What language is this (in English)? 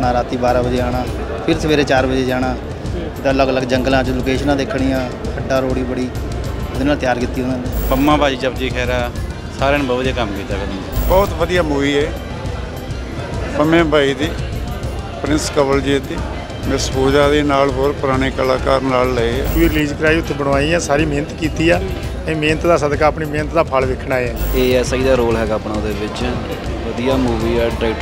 Punjabi